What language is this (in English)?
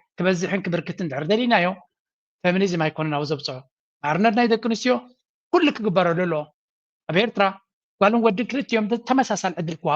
Tigrinya